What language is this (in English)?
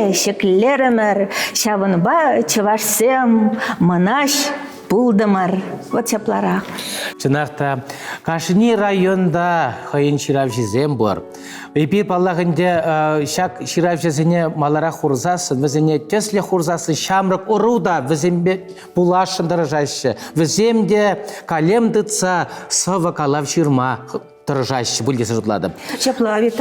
Chuvash